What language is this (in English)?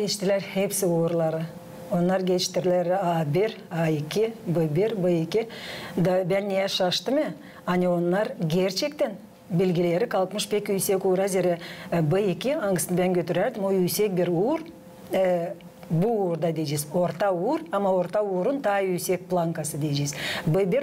Gagauz